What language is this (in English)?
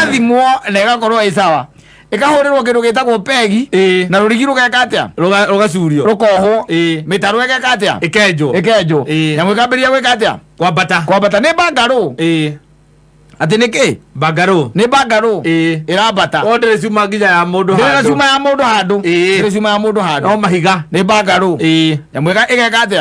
Kikuyu